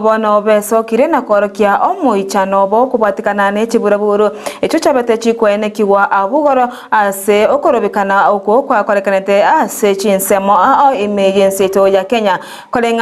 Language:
Gusii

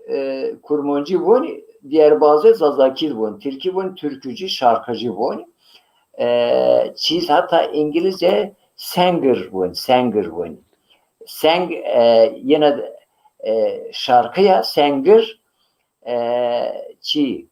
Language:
Zaza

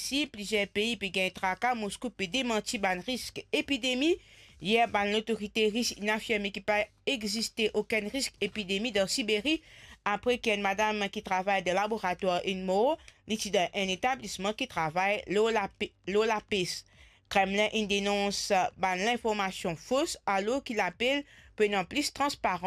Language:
Morisyen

